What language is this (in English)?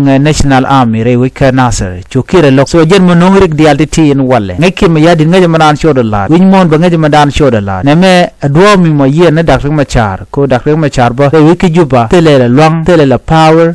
Nuer